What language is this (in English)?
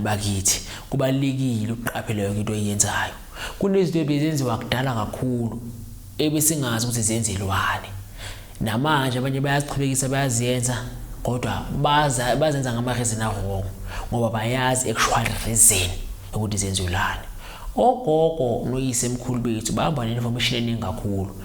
Zulu